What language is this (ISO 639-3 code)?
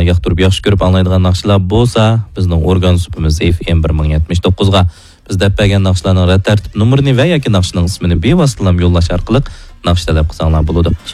uig